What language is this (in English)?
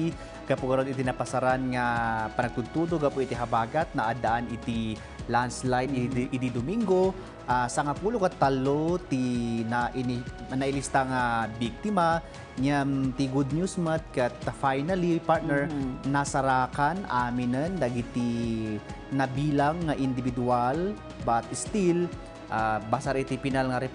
Iloko